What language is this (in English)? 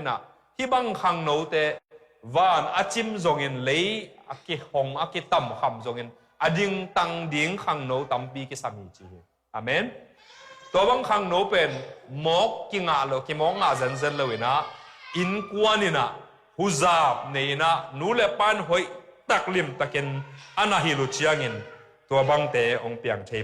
Tedim Chin